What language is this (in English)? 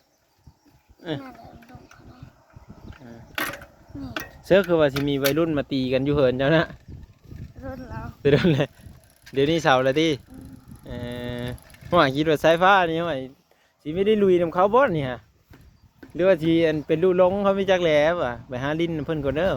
Lao